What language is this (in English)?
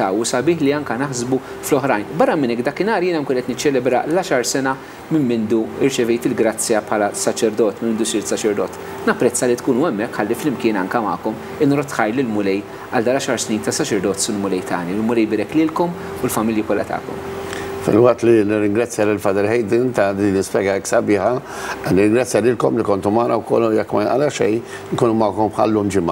Maltese